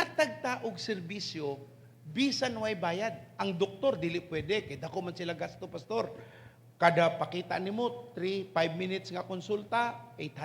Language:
Cebuano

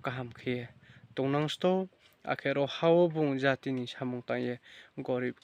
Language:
Riang (India)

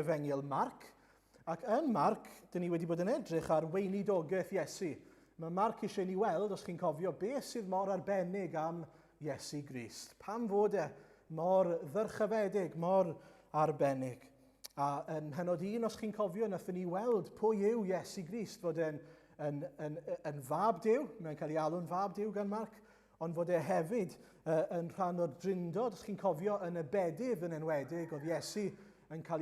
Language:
Welsh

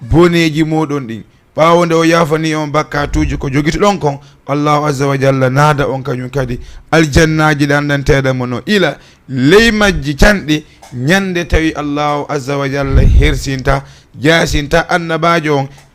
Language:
Fula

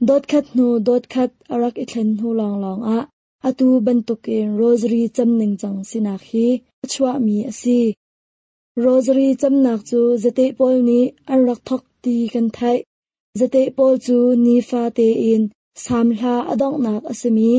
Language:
Hakha Chin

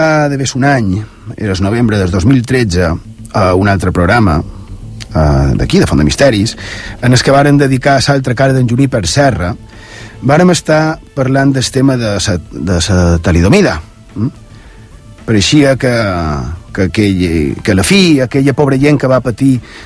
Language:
Catalan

